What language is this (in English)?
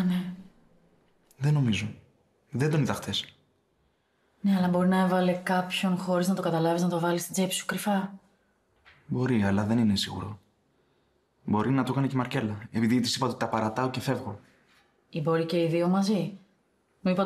Greek